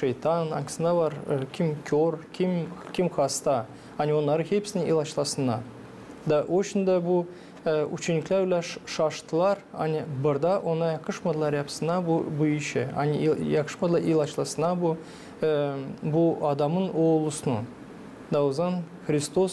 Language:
Gagauz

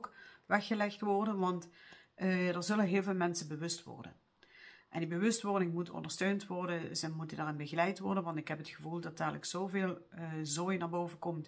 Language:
Dutch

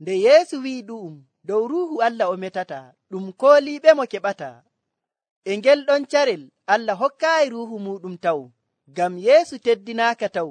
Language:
Nigerian Fulfulde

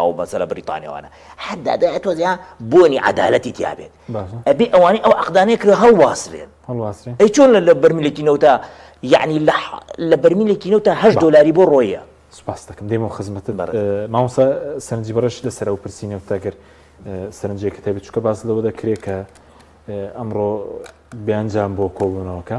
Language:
Central Kurdish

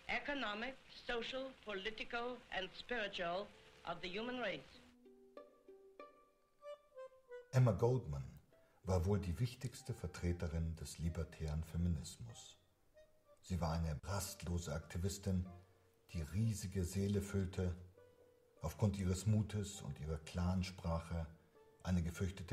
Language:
German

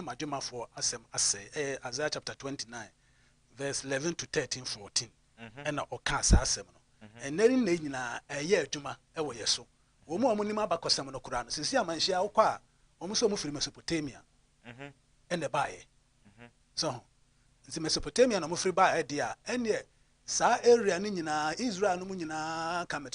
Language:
Akan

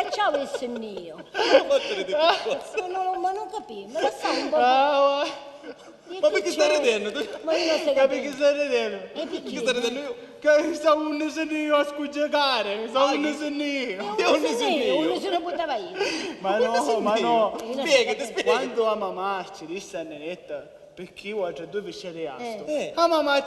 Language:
Sicilian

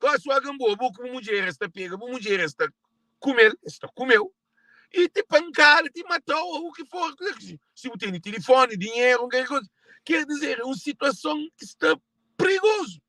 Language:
Kabuverdianu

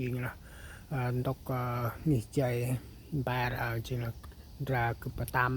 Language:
Central Mnong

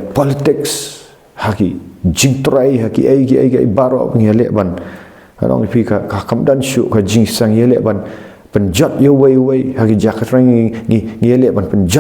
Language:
Khasi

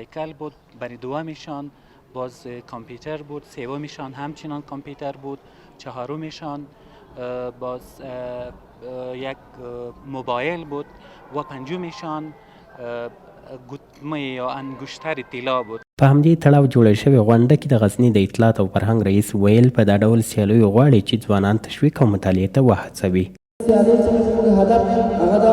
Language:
Pashto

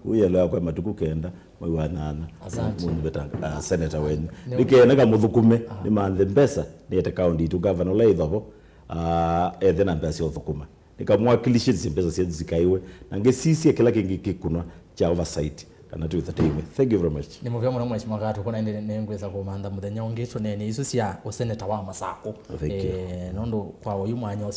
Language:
Kamba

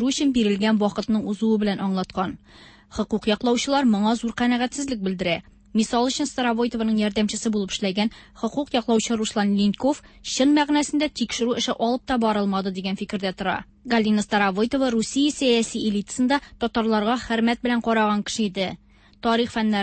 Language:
Tatar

